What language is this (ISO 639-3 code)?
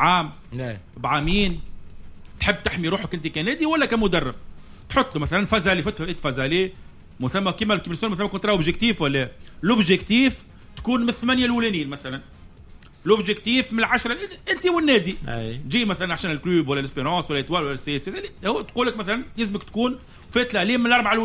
aeb